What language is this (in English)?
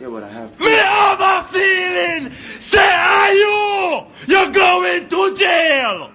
Jamaican Creole English